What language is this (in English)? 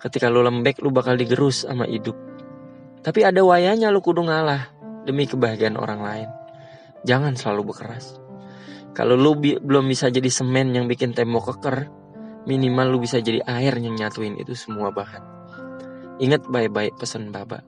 Betawi